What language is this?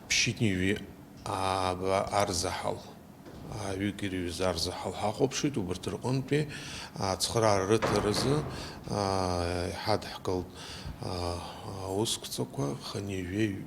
Abkhazian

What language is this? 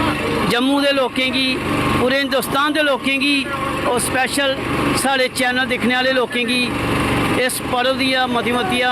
Dogri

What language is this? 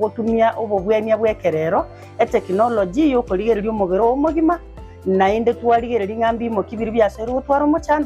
Gusii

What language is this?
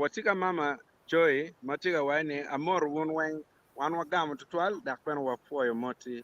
Acoli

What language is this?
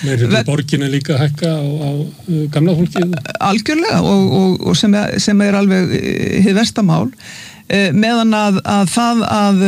Icelandic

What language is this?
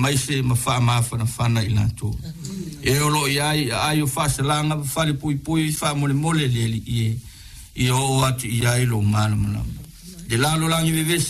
Samoan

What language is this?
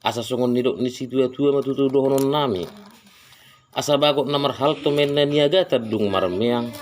Batak Toba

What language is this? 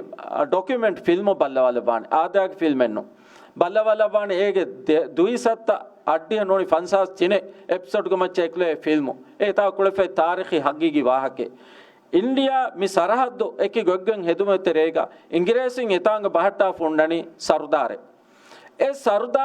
Divehi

